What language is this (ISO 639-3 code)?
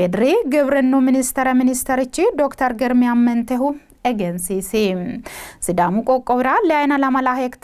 sid